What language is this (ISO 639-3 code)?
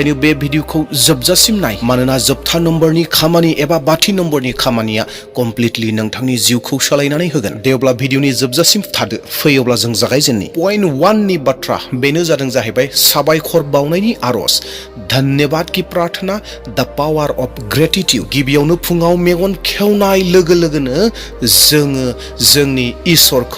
brx